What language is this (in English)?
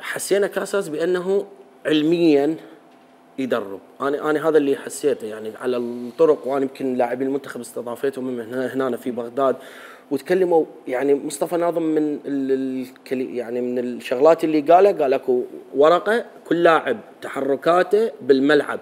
Mesopotamian Arabic